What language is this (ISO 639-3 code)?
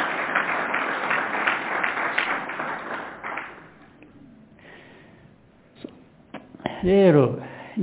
kin